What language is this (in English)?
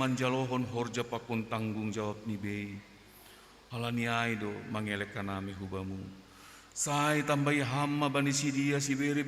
Batak Simalungun